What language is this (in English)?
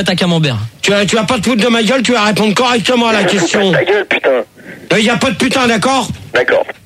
French